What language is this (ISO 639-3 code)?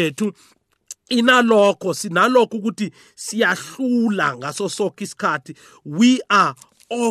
nbl